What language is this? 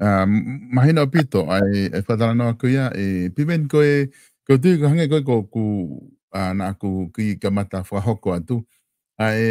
Tongan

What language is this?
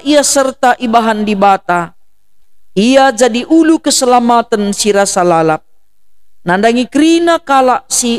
Batak Karo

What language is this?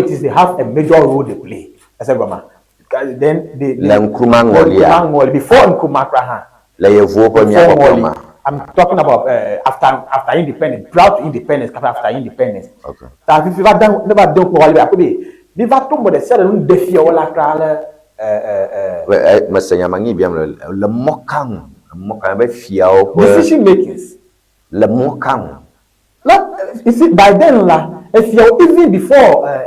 Ewe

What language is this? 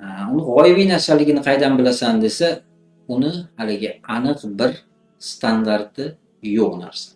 Uzbek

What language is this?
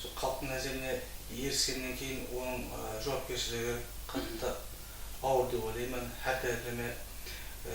Kara-Kalpak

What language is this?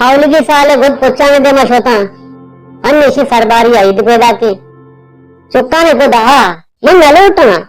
Baluchi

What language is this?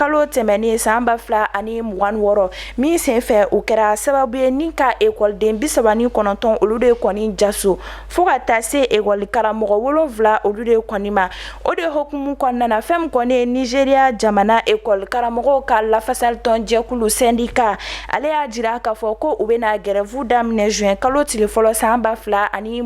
Bambara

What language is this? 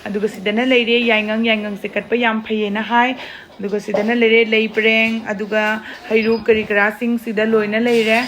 Manipuri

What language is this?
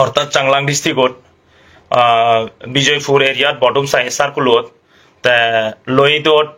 Chakma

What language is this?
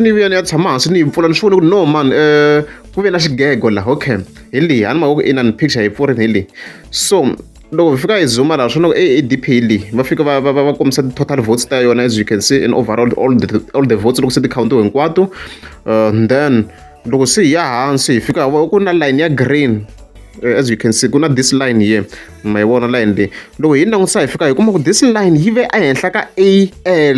Tsonga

